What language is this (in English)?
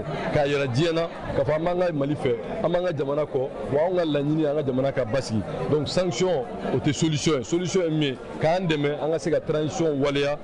Bambara